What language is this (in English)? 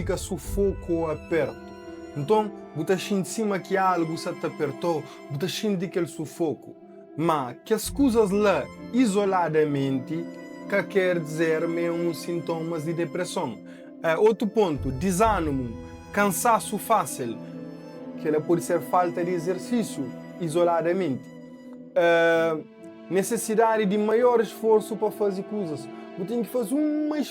Kabuverdianu